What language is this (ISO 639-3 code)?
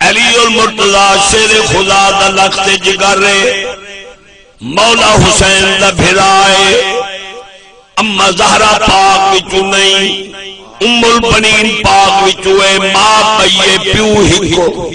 skr